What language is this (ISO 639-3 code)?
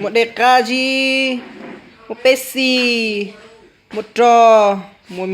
hmn